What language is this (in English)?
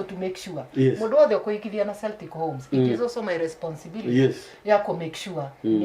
Kikuyu